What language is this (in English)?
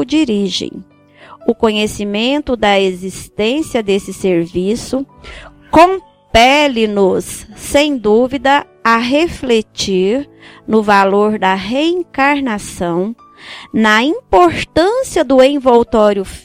Portuguese